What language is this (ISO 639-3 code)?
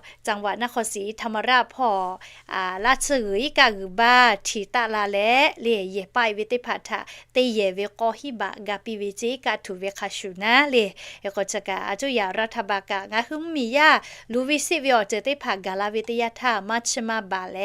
lhu